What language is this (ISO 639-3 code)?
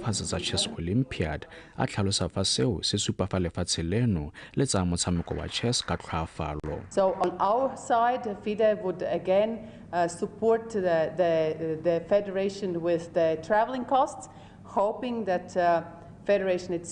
tsn